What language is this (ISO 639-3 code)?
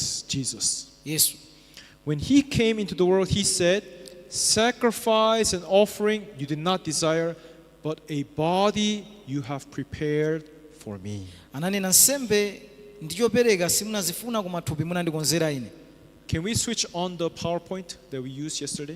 nya